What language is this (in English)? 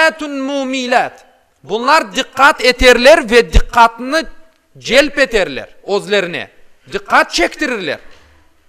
Crimean Tatar